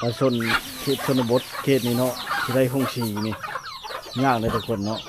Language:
Lao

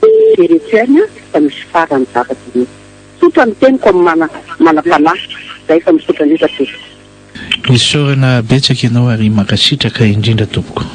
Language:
Malagasy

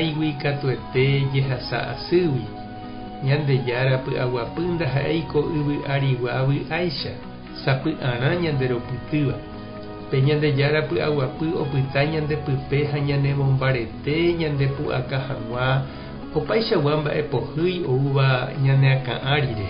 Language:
Guarani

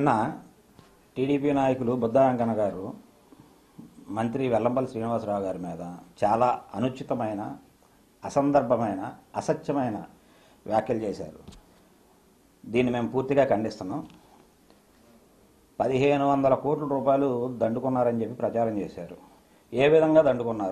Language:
Telugu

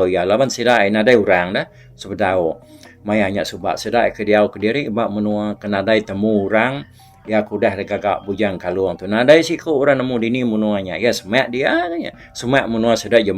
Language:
Iban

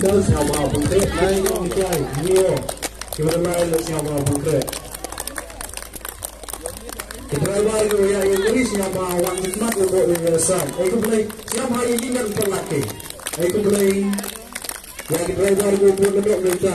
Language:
Malay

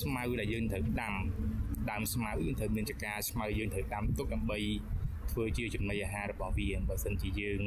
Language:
Khmer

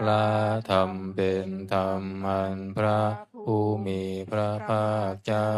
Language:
Pali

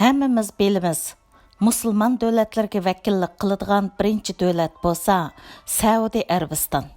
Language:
Uyghur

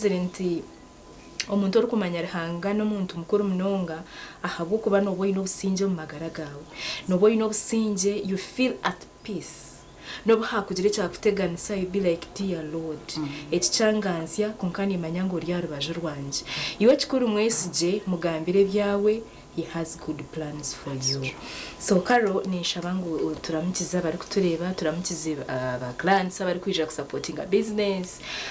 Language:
Nyankole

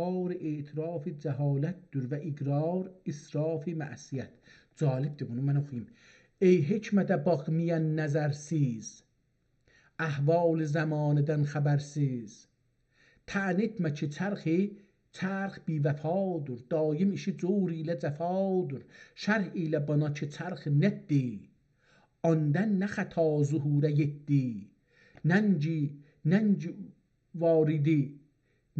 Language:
South Azerbaijani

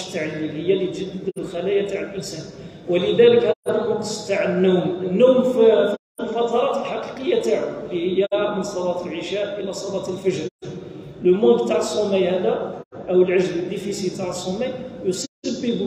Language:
Kabyle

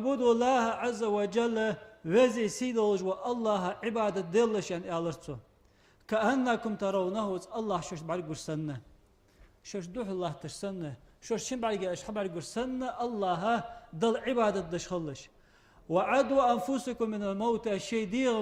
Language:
Ingush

